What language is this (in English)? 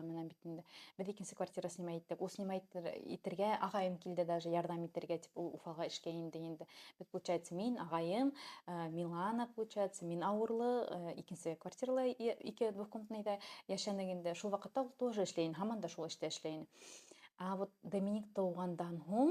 Bashkir